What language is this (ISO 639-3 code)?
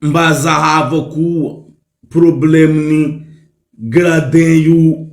mlg